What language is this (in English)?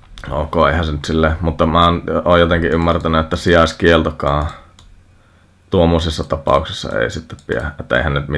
Finnish